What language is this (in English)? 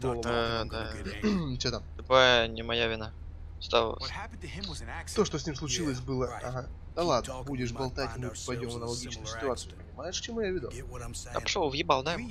Russian